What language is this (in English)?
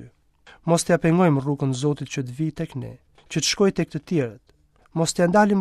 Albanian